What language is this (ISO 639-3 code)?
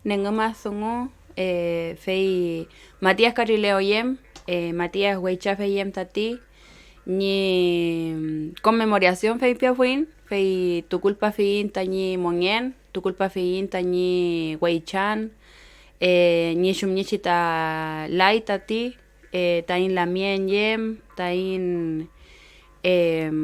arn